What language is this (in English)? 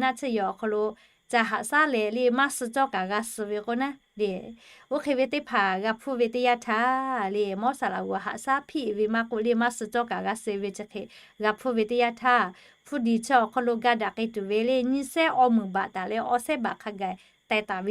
Lahu